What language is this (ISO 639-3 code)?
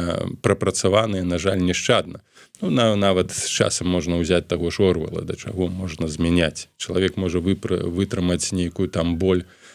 bel